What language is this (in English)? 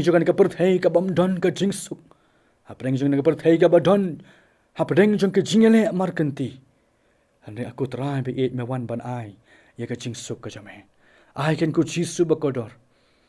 Khasi